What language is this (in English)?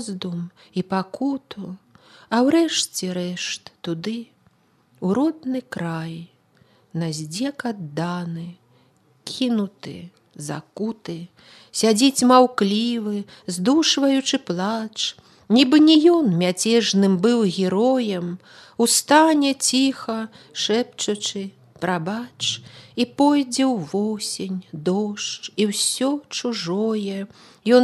Belarusian